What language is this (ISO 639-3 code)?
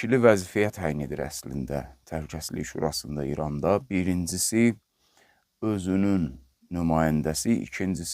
aze